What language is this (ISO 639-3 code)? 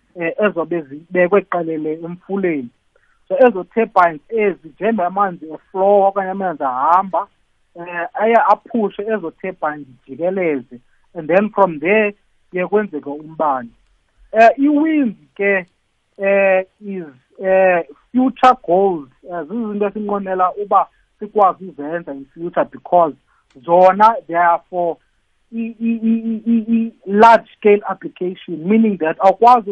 nbl